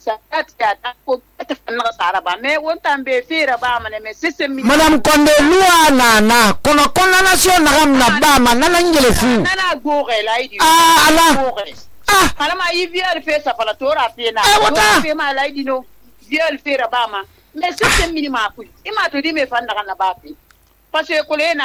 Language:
Susu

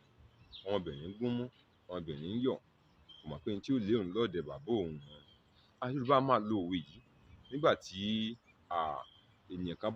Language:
Yoruba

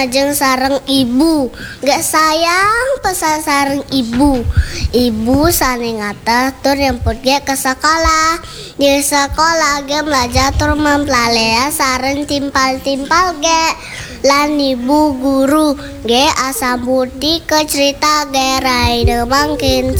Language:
Balinese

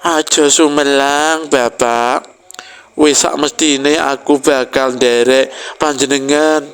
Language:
Javanese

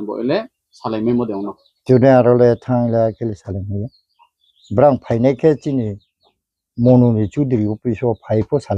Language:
Riang (India)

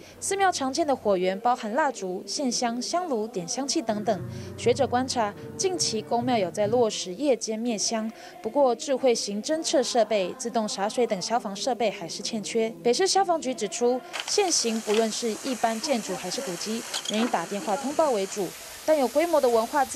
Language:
Chinese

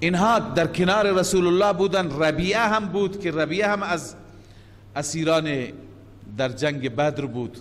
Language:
Persian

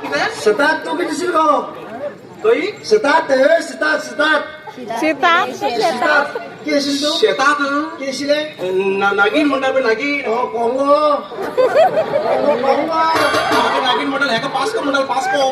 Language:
Konkani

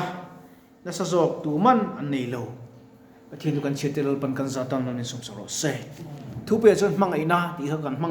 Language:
Mizo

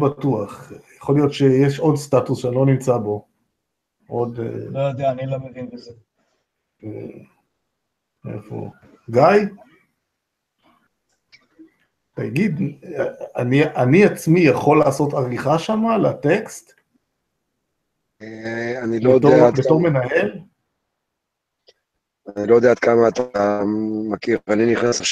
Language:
Hebrew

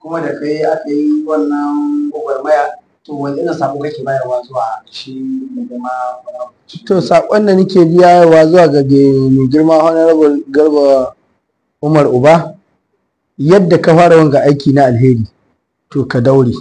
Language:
Hausa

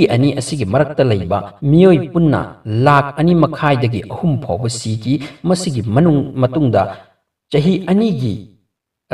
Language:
Manipuri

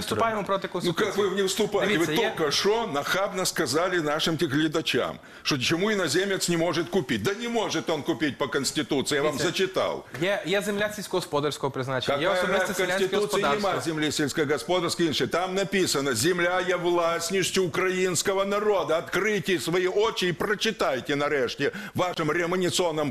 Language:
Ukrainian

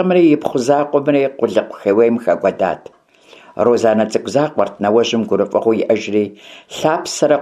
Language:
Kabardian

